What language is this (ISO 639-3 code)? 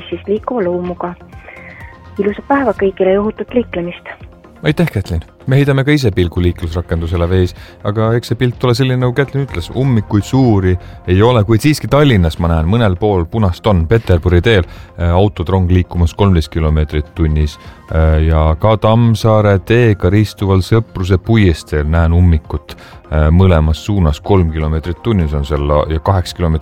est